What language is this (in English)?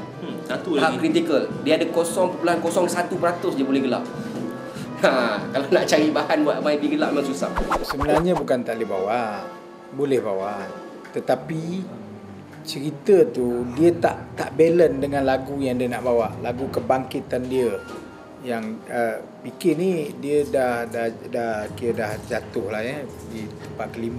Malay